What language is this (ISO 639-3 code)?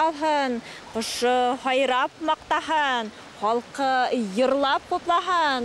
bak